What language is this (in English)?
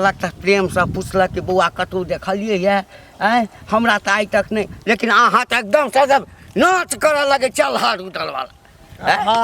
Maithili